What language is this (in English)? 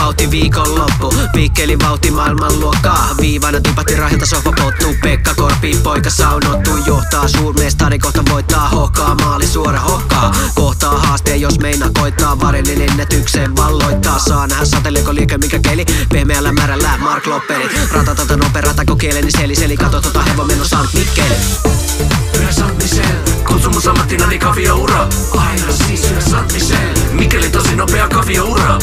Finnish